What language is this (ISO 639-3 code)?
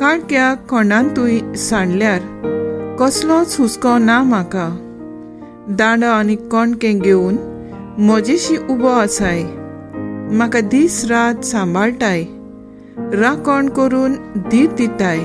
kok